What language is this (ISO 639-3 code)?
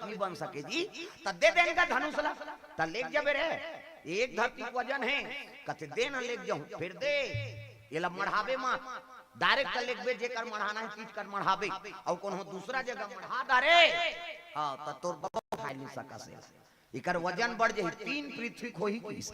hne